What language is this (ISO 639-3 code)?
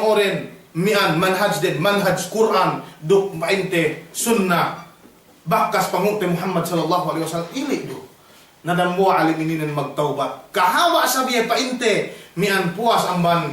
yka